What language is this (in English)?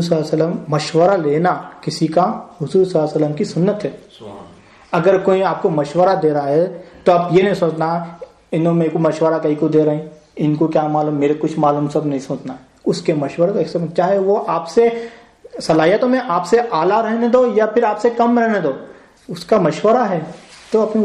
Urdu